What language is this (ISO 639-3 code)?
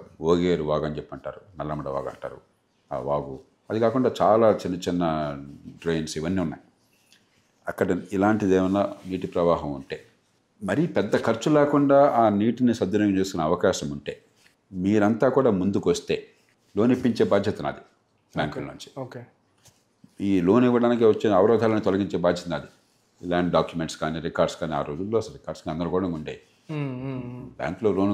tel